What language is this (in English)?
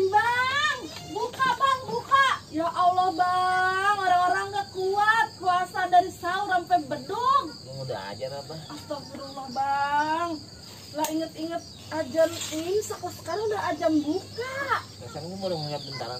Betawi